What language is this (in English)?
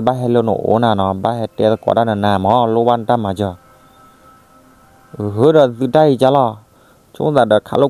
S'gaw Karen